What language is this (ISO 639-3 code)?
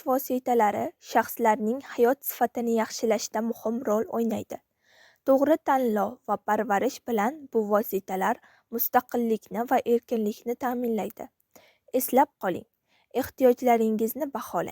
uzb